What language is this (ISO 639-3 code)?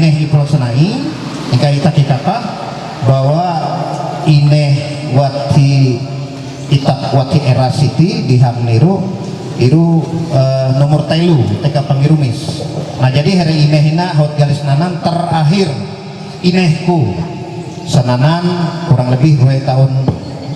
mhy